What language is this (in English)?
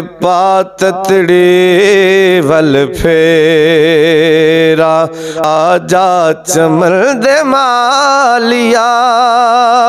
Punjabi